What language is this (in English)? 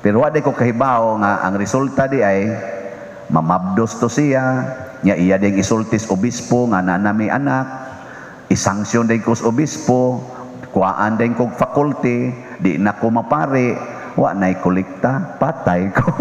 Cebuano